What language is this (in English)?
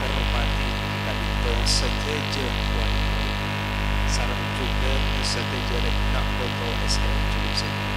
Madurese